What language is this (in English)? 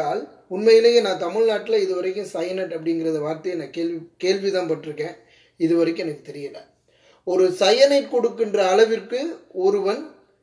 Tamil